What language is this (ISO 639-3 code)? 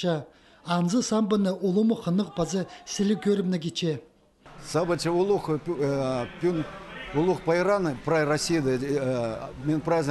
kjh